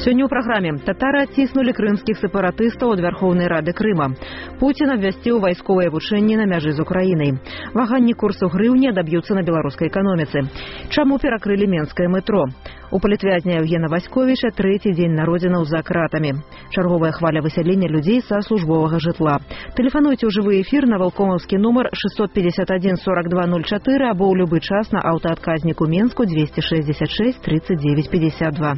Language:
Belarusian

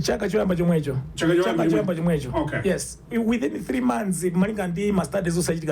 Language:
Nyanja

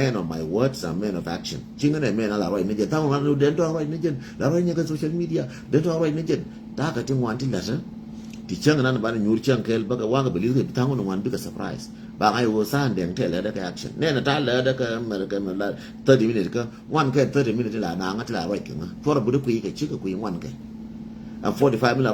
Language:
Nuer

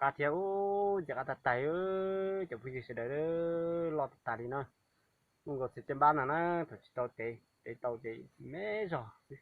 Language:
Hmong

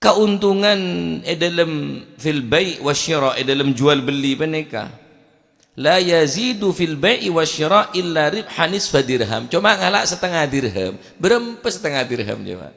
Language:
Madurese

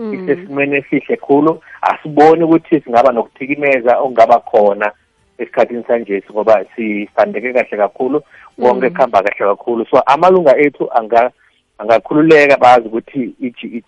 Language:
South Ndebele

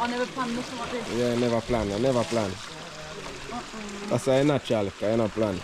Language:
Jamaican Creole English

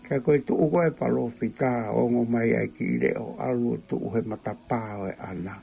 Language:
Tongan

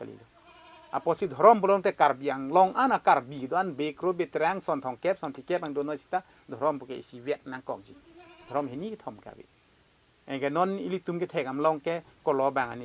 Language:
Karbi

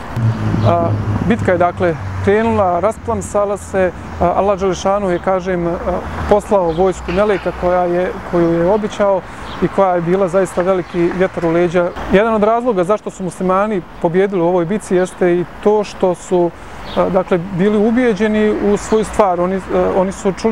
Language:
Bosnian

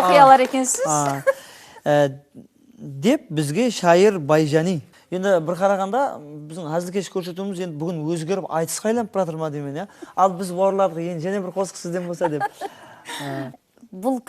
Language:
Kara-Kalpak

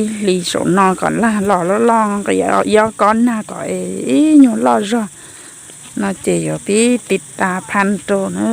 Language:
Hmong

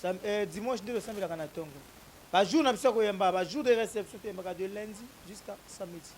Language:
Lingala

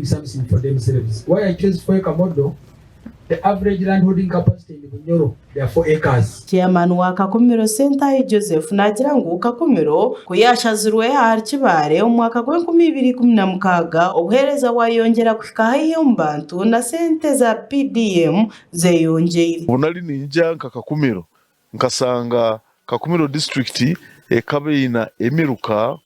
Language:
Nyankole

